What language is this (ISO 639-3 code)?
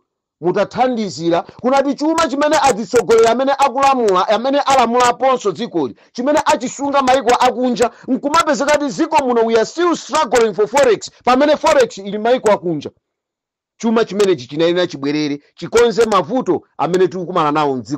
nya